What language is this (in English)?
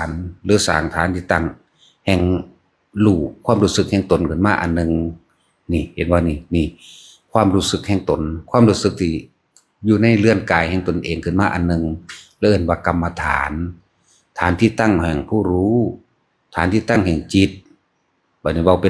Northeastern Thai